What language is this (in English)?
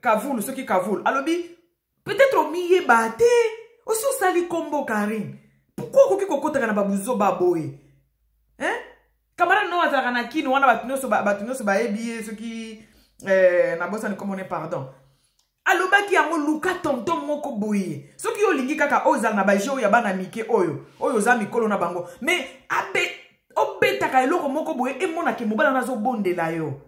Lingala